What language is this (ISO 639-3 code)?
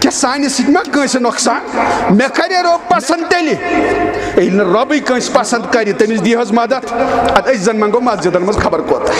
kas